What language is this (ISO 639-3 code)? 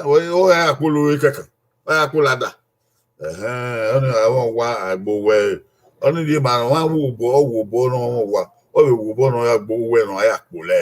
bin